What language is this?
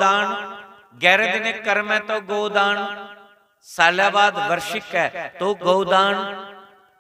Dogri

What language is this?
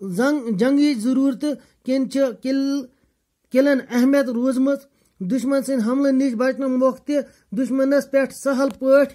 Kashmiri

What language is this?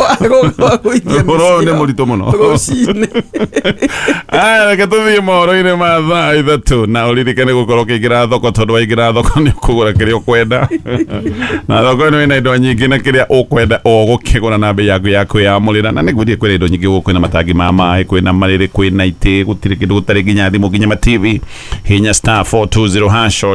Kikuyu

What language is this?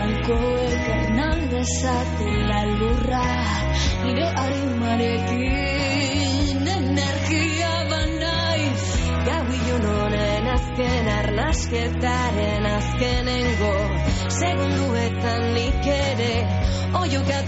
Basque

